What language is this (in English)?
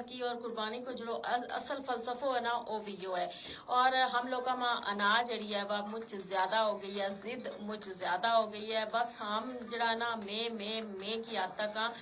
Gujari